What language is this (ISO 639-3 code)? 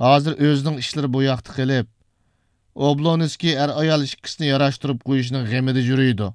uig